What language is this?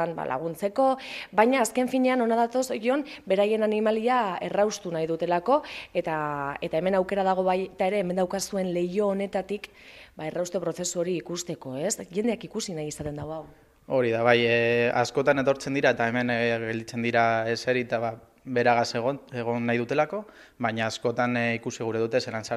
Basque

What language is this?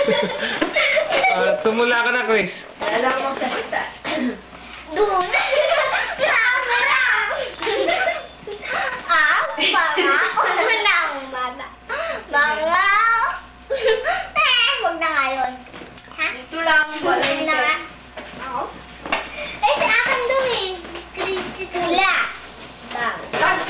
Filipino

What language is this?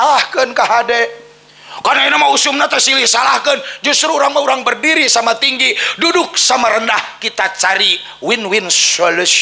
Sundanese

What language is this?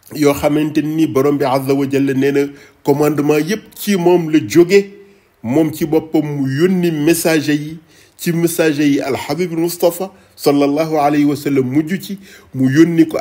Wolof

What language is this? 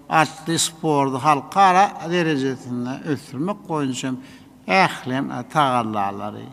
Turkmen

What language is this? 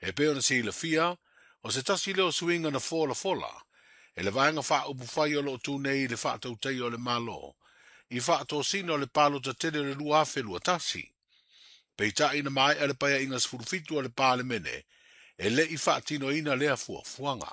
Samoan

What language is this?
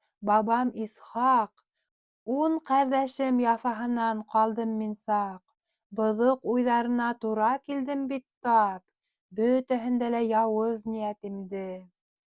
Bashkir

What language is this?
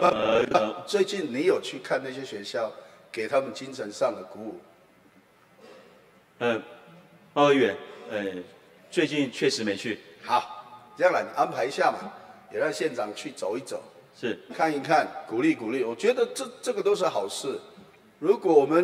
Chinese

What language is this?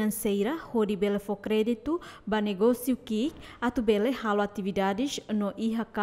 Tetum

